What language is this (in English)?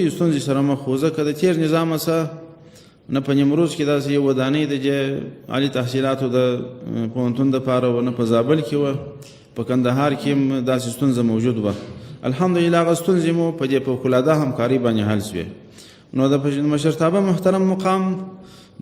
Pashto